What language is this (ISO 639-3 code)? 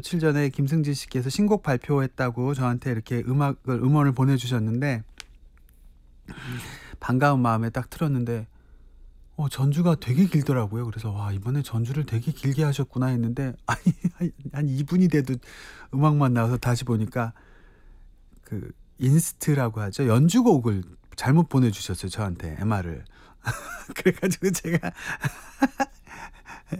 kor